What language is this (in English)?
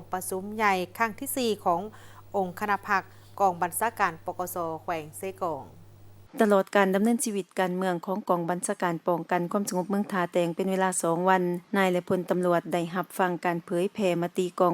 Lao